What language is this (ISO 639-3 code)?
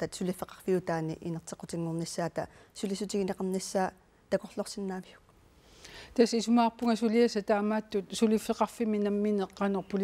kal